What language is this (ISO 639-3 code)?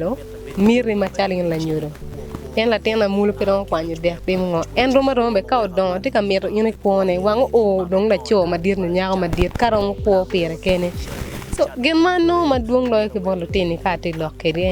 ach